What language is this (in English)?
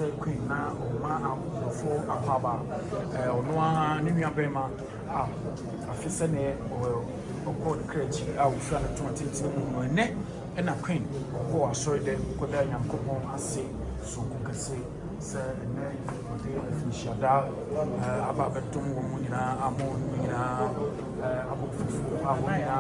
Akan